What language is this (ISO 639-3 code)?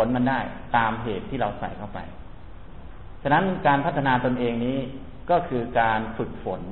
tha